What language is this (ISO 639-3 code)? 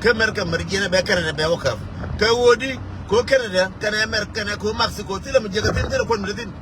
nus